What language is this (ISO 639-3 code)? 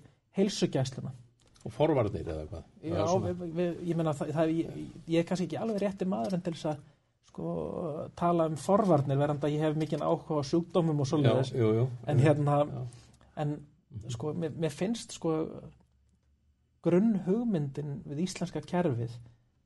isl